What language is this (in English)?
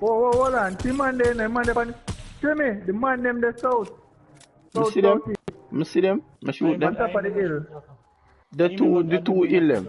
Jamaican Creole English